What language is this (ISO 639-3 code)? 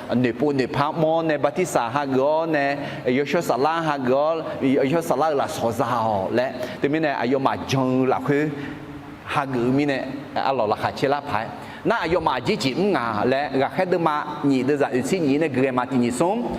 ahk